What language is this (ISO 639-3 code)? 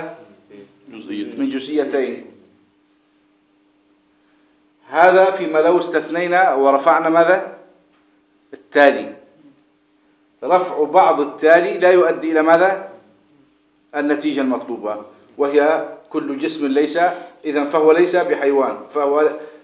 ara